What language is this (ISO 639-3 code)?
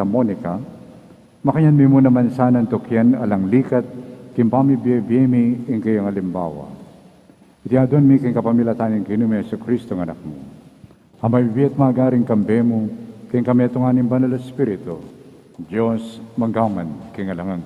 pam